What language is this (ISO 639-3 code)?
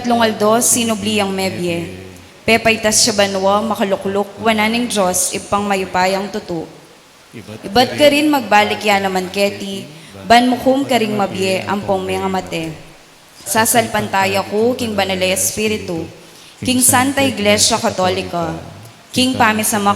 pam